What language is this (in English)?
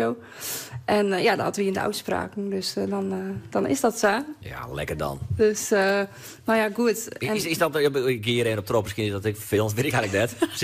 Western Frisian